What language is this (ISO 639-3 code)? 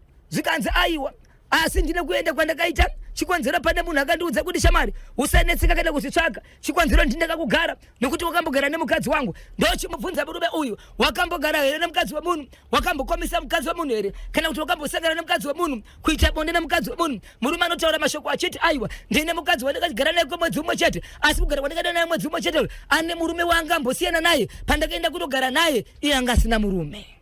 sna